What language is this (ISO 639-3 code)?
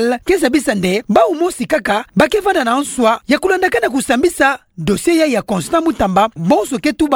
ktu